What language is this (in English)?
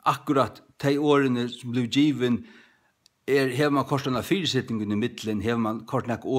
Faroese